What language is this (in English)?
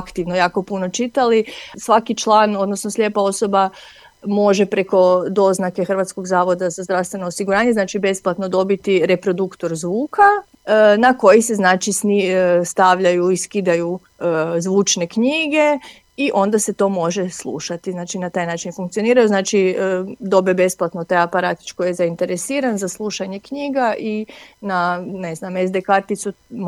Croatian